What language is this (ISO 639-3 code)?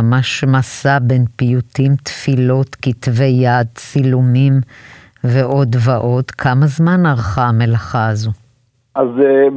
heb